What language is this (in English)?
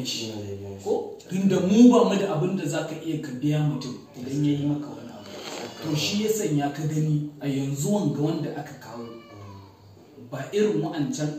Hausa